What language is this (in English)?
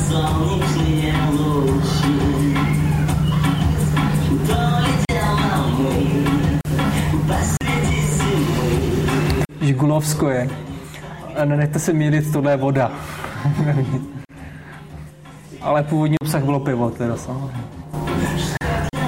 Czech